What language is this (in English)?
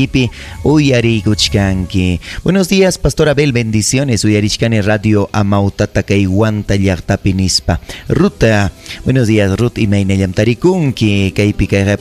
Ayacucho Quechua